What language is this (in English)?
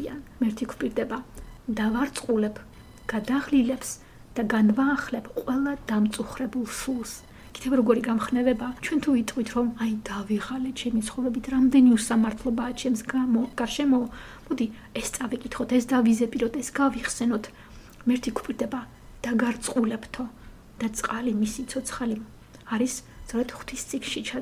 Georgian